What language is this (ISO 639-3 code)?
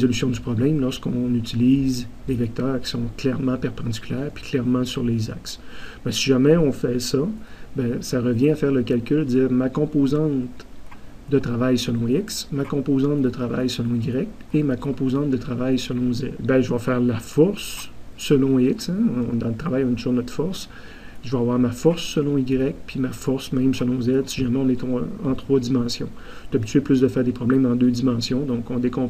fra